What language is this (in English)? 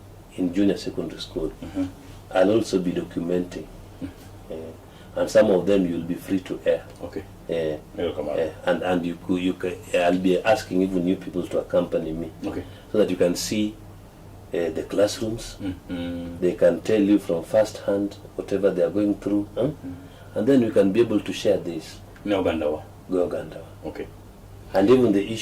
Luo (Kenya and Tanzania)